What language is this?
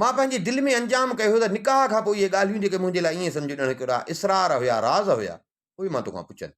Sindhi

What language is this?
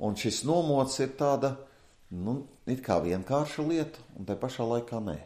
Latvian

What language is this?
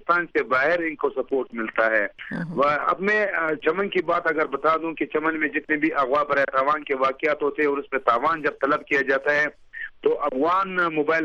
Urdu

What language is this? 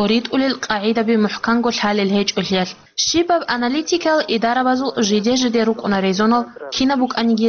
Avaric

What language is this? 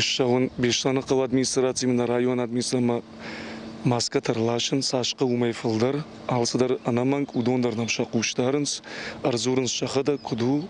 Ossetic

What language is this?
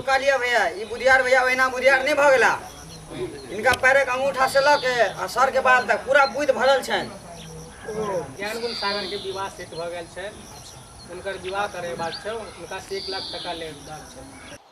Maithili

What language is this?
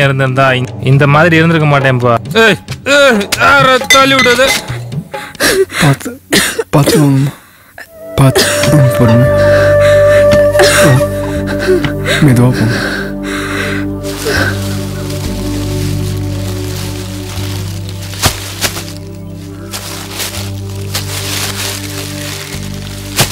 Tamil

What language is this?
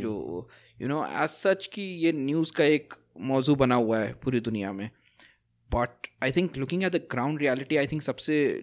Hindi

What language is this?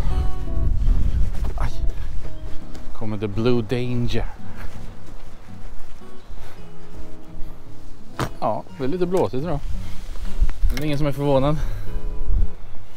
Swedish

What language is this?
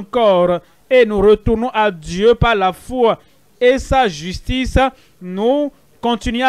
French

